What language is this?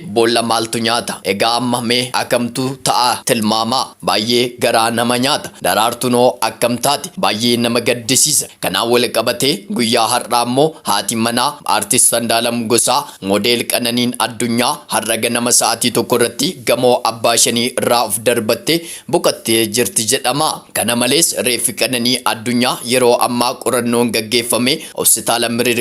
Oromo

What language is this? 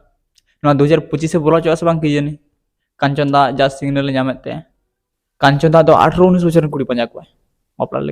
Santali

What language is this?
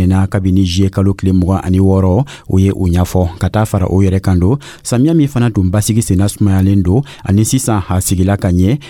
Dyula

